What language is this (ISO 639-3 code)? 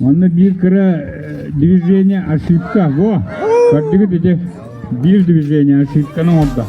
sah